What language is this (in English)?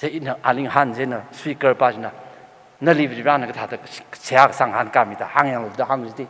Tangkhul Naga (India)